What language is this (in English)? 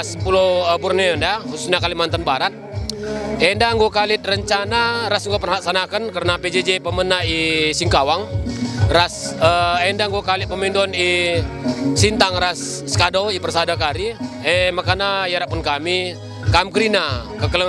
Batak Karo